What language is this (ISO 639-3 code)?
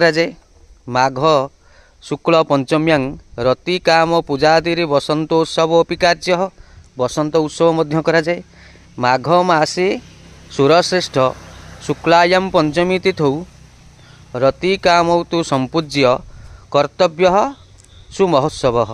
ori